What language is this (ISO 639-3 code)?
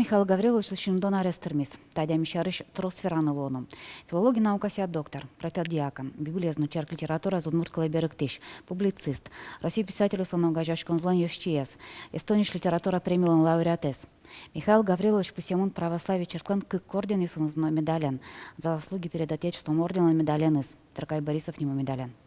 udm